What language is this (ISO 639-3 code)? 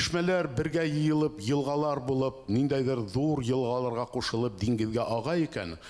bak